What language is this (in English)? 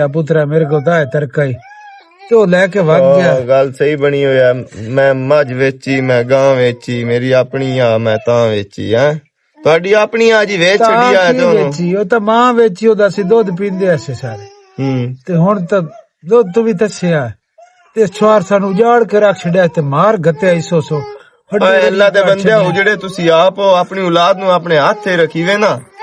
Western Panjabi